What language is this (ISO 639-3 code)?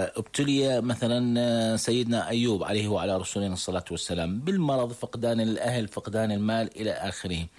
ara